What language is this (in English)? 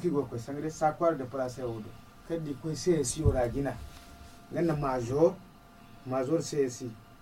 Zarma